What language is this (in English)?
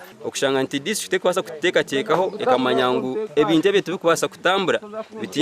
Nyankole